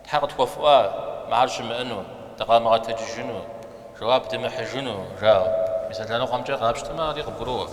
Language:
Kabardian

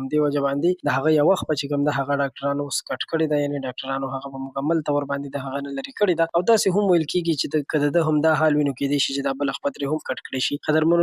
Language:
Pashto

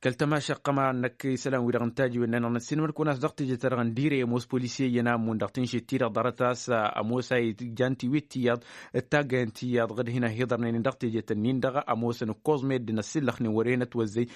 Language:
Tamasheq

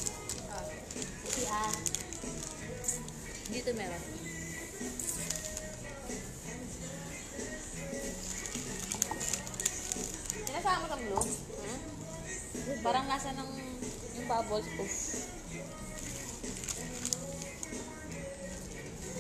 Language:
Filipino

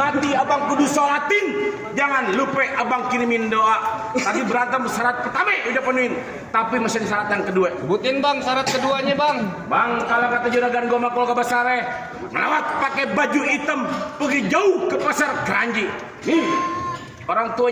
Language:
Betawi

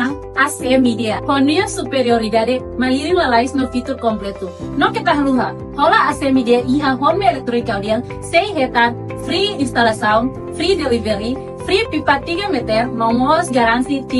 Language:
Tetum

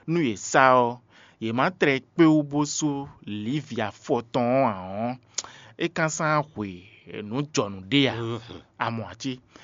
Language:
Fon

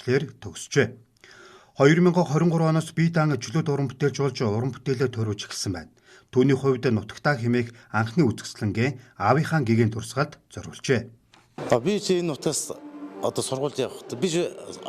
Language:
Mongolian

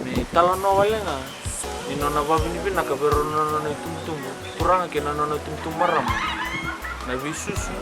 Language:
Fijian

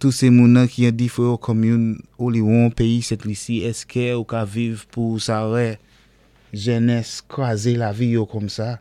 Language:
Saint Lucian Creole French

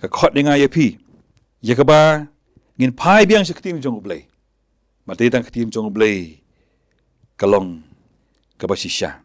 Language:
Khasi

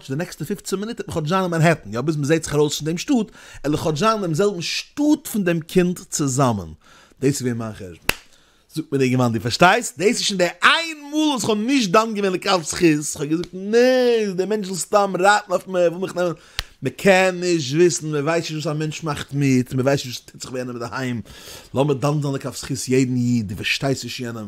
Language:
Yiddish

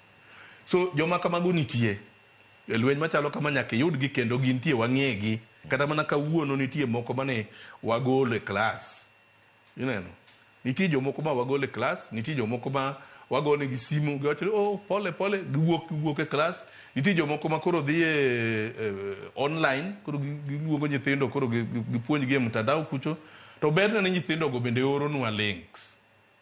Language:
Luo (Kenya and Tanzania)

